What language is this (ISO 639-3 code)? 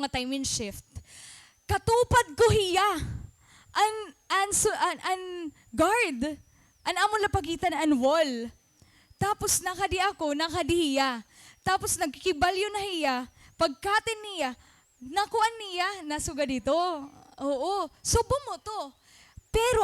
war